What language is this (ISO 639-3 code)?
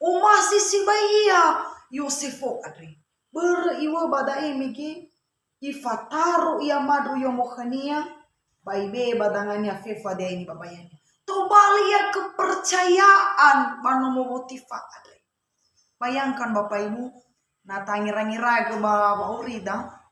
nia